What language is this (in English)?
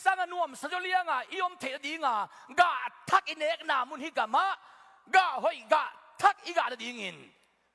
Tedim Chin